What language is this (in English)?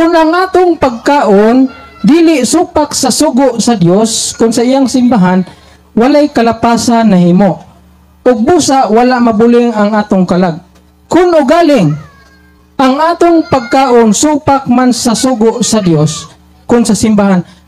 Cebuano